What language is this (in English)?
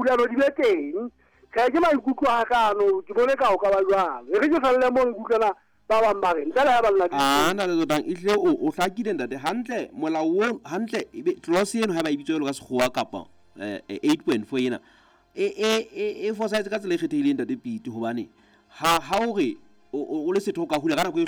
Southern Sotho